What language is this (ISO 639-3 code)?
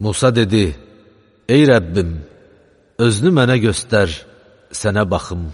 aze